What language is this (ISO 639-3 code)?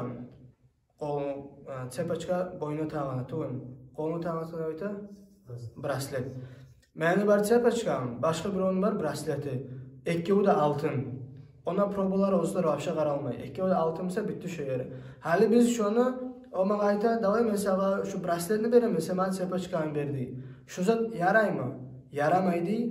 kum